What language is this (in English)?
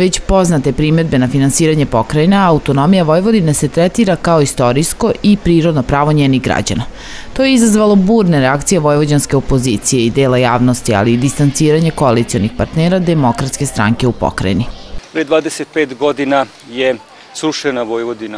Serbian